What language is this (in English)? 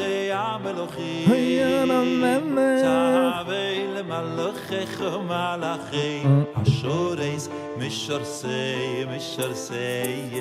Yiddish